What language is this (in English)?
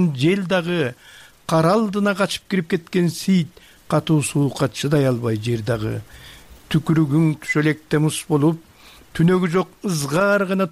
Kyrgyz